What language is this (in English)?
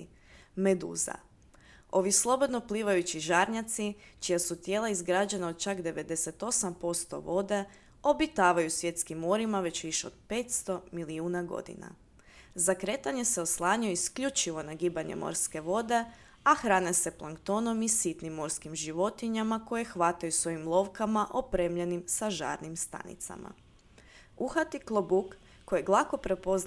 Croatian